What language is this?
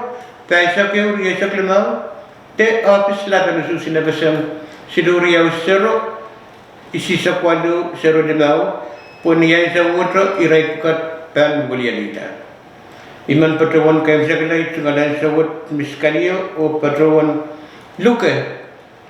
Pohnpeian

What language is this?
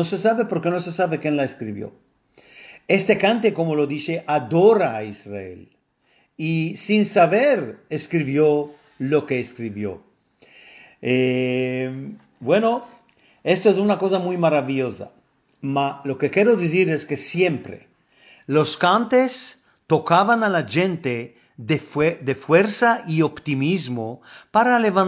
Ladino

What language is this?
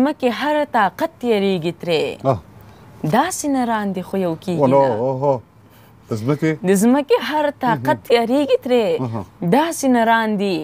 Pashto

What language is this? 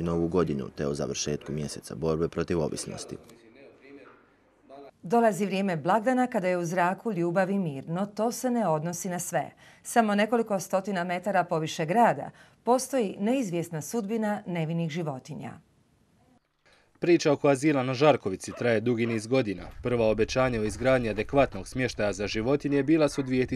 Croatian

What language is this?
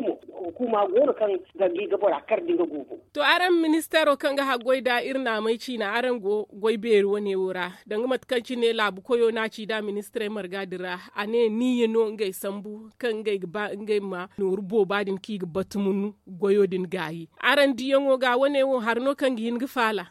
Zarma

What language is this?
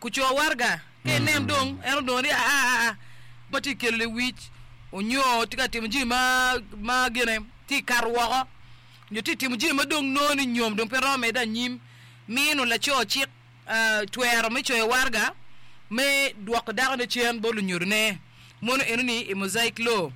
Acoli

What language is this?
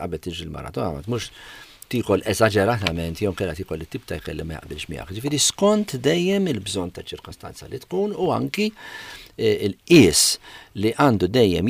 Maltese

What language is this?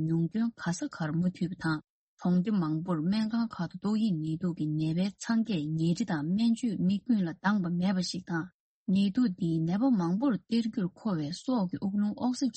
Tibetan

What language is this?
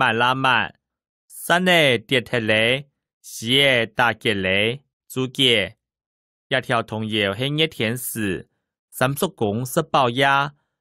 Hakka Chinese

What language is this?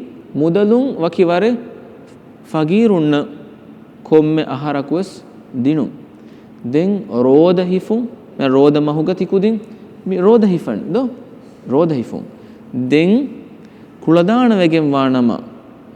Divehi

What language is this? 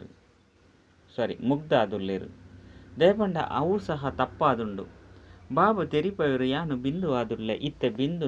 Tulu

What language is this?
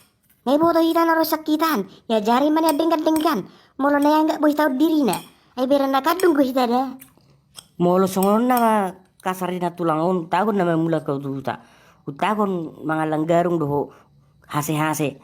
Batak Toba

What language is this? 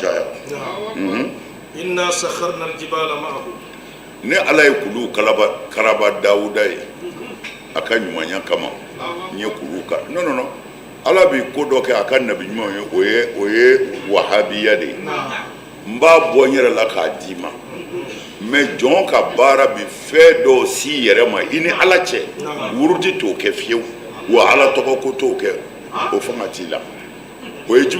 Bambara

